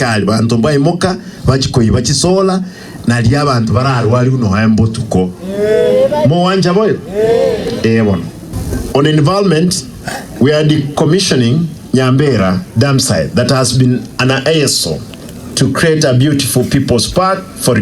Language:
Gusii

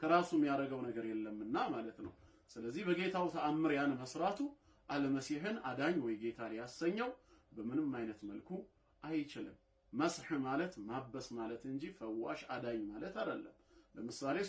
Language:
Amharic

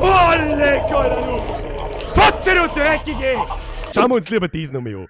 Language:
Bavarian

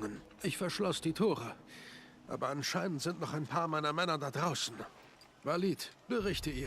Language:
Bavarian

